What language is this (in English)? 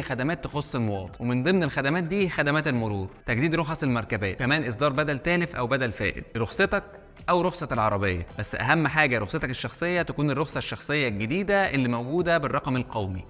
Egyptian Arabic